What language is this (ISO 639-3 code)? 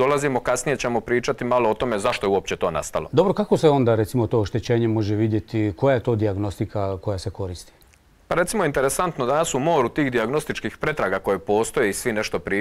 hrv